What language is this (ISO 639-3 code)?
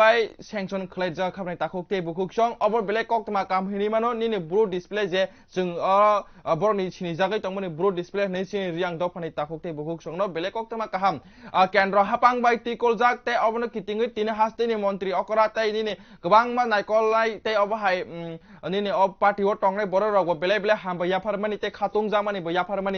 trp